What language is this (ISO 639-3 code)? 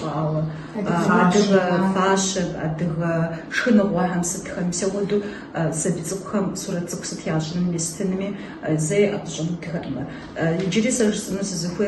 kbd